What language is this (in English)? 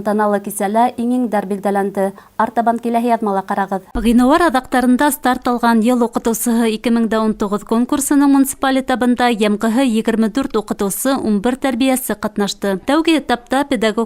Bashkir